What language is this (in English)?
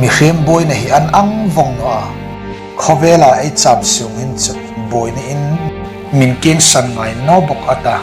Hmar